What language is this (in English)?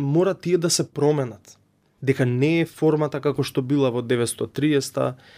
Macedonian